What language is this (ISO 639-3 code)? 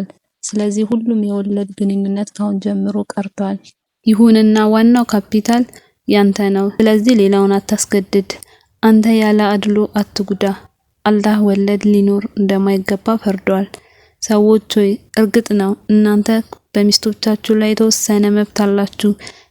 amh